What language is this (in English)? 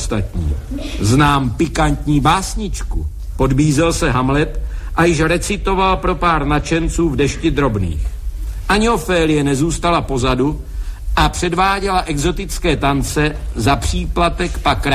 Czech